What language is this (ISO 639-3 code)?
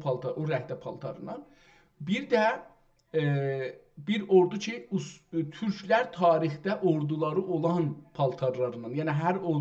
azb